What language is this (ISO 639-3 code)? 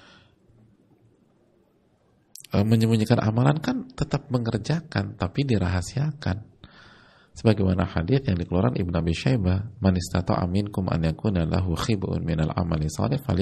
ind